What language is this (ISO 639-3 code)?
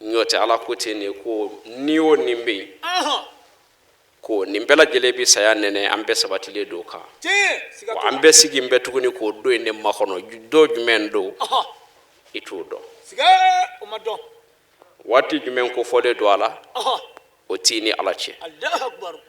bam